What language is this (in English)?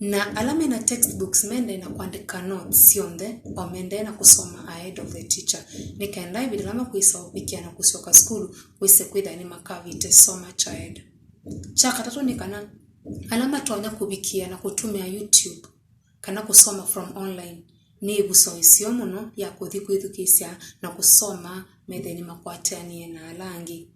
Kamba